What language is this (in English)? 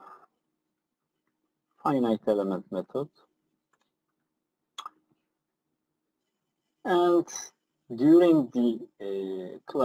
English